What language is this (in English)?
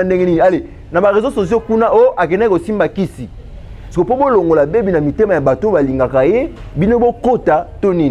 Lingala